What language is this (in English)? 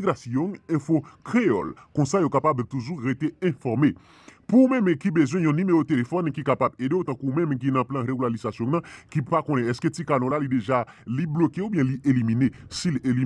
Haitian Creole